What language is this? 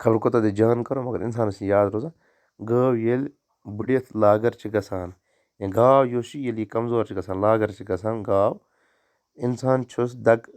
Kashmiri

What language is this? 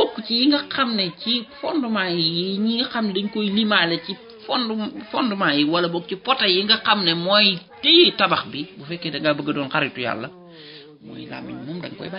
Wolof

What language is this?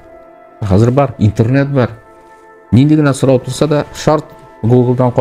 Bashkir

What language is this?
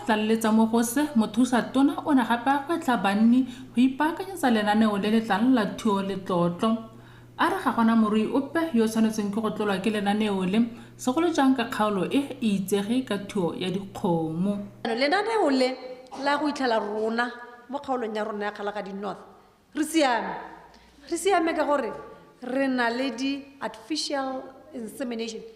Tswana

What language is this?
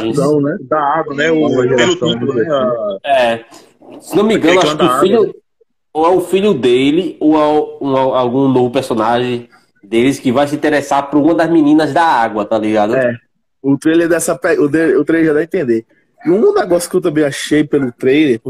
Portuguese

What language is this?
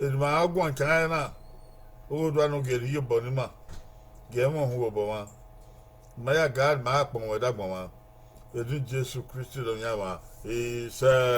Bini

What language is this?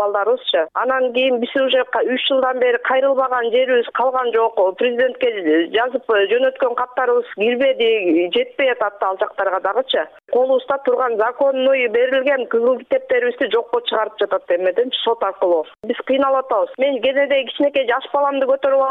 Kyrgyz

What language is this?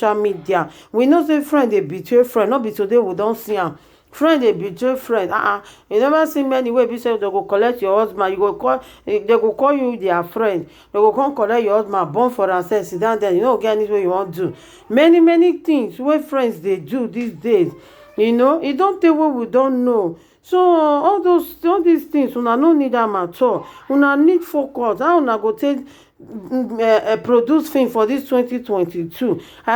Nigerian Pidgin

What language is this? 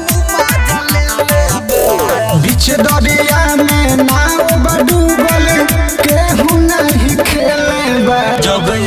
Bhojpuri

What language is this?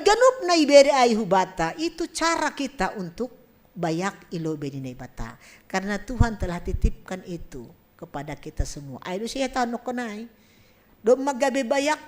Batak Simalungun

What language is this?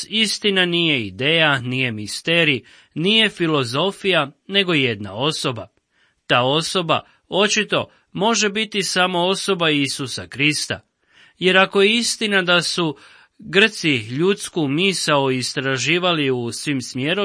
Croatian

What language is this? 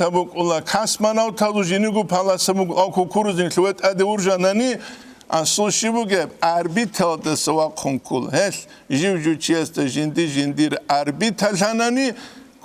Avaric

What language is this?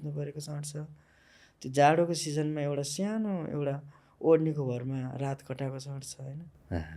Nepali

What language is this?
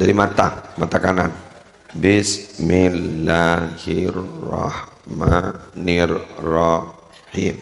Madurese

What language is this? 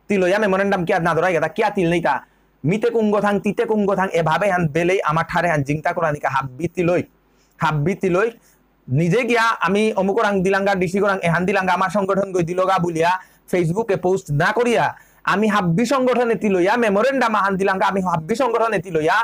Bishnupriya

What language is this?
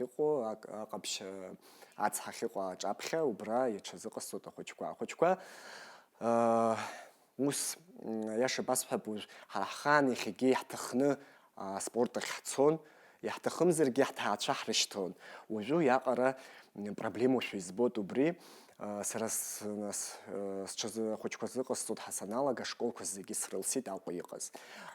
Abkhazian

